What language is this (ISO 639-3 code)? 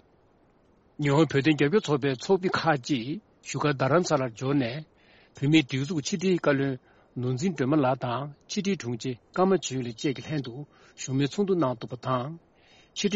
bod